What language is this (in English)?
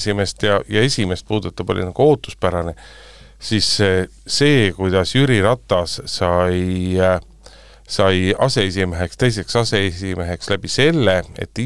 Estonian